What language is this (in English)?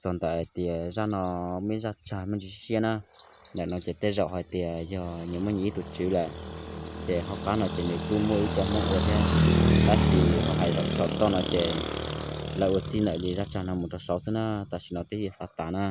Hmong